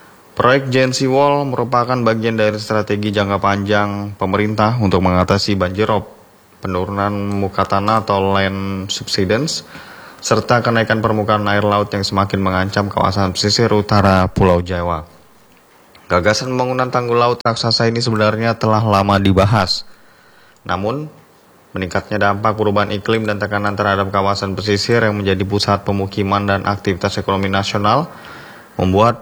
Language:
Indonesian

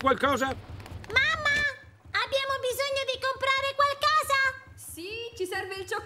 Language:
Italian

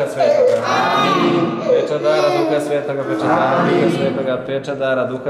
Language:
Croatian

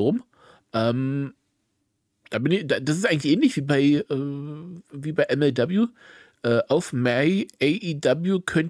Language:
German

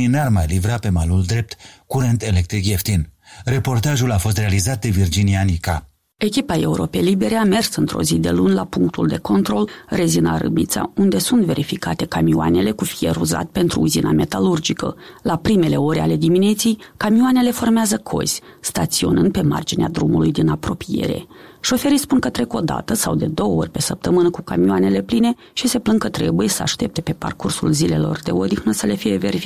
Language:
Romanian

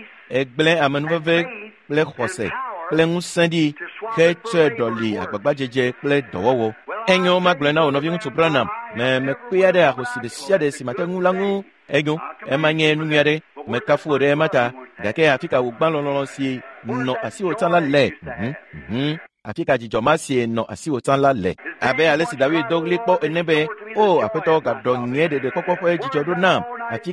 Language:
Ewe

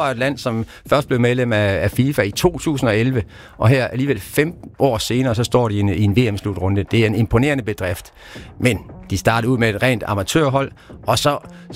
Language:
Danish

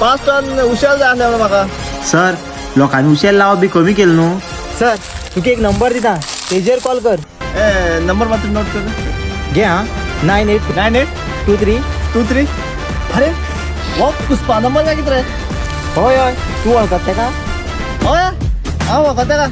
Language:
Konkani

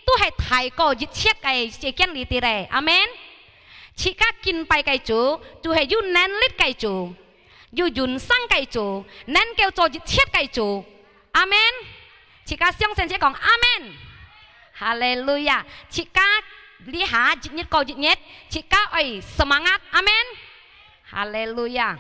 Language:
Hakka Chinese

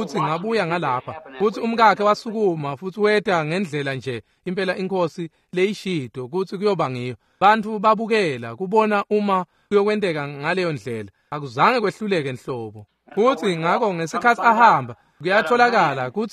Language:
Swati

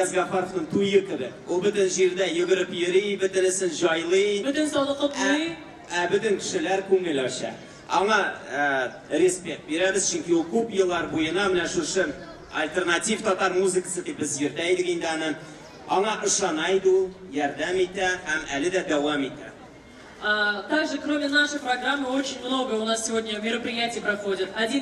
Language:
Tatar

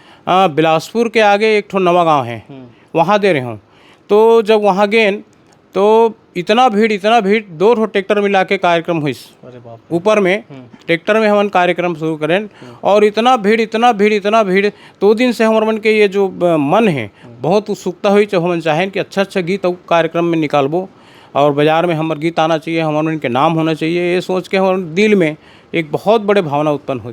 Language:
Chhattisgarhi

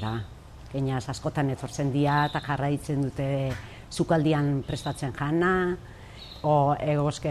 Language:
Basque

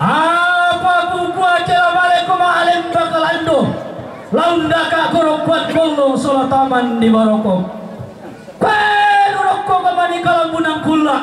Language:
Toraja-Sa'dan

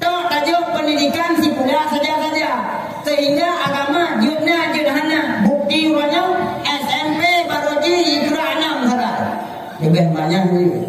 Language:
Achinese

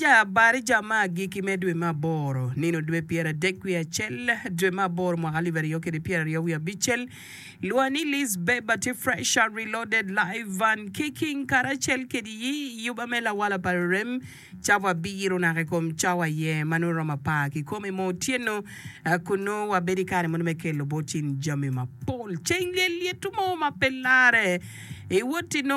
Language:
Acoli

